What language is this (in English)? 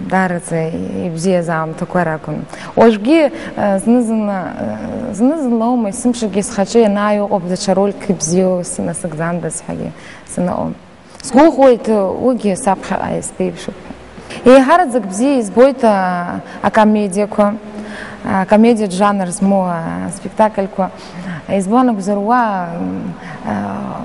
Abkhazian